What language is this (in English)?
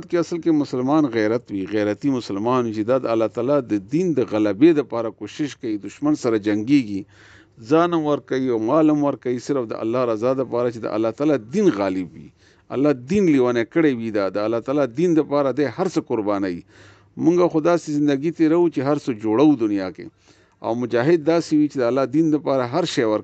Pashto